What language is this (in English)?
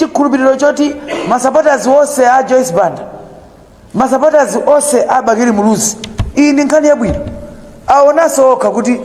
Nyanja